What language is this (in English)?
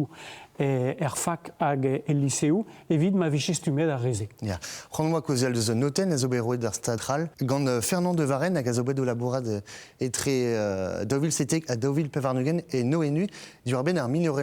Breton